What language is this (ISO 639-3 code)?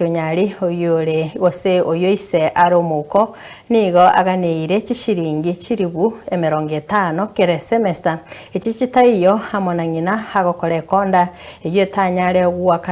guz